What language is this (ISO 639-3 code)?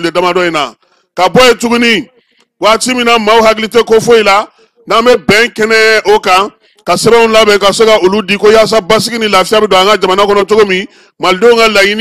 bam